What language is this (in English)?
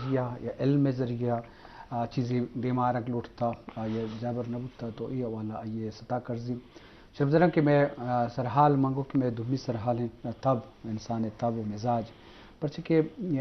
Eastern Balochi